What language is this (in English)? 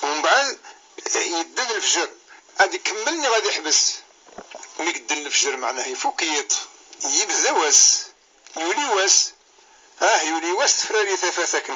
Kabyle